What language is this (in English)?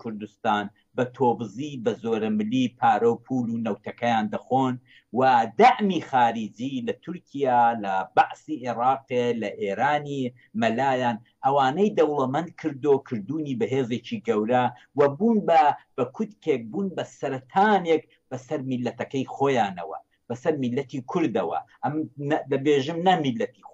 Central Kurdish